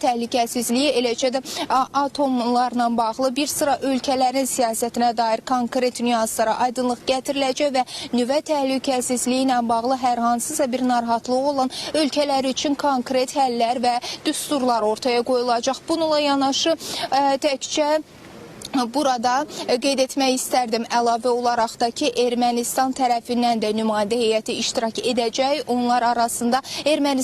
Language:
Azerbaijani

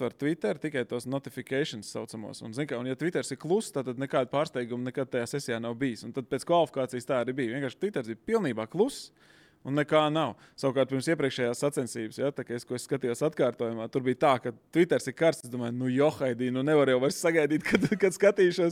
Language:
Latvian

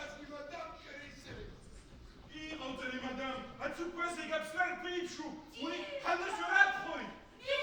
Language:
Abkhazian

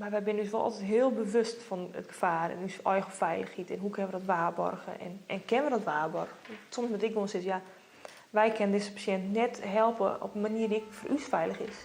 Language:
Western Frisian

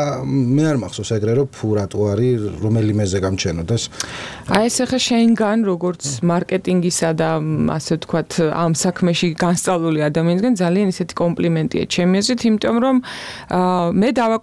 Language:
Georgian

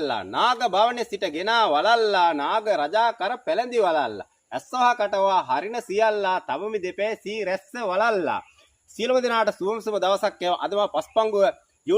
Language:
Sinhala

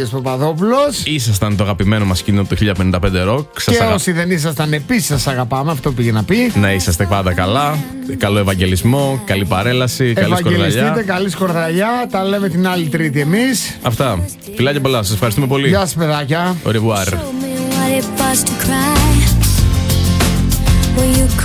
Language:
Greek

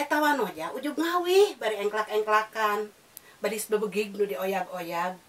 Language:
Sundanese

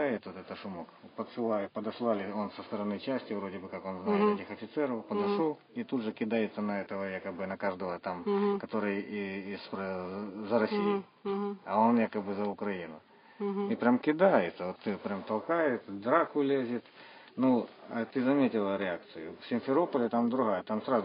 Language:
Russian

